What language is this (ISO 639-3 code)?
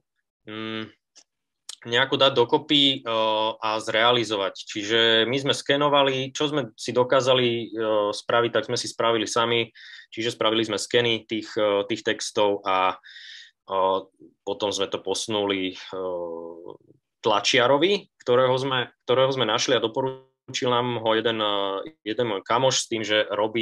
slk